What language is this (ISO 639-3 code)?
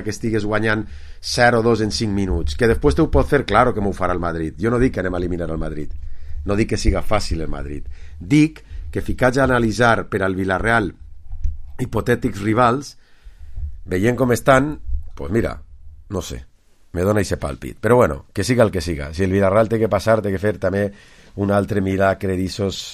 cat